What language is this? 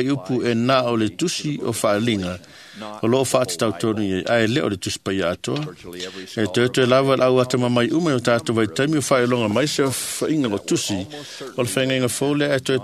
Samoan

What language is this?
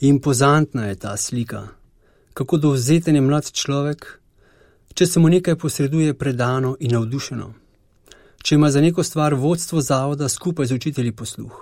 Slovenian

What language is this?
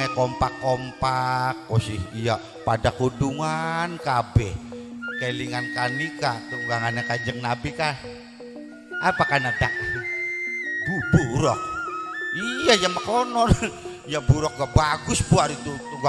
Javanese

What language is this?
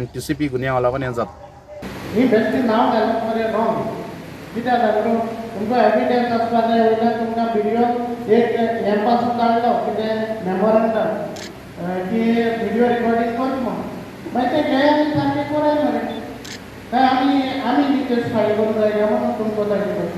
Konkani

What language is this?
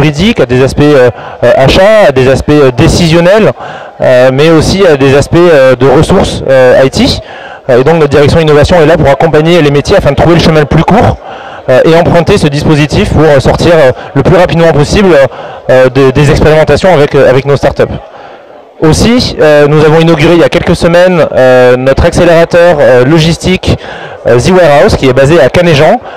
French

